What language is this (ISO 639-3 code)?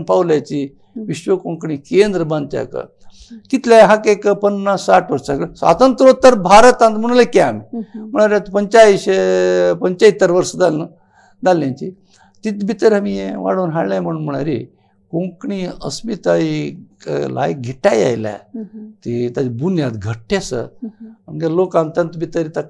kok